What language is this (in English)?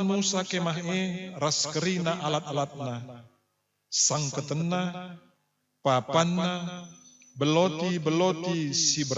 Batak Karo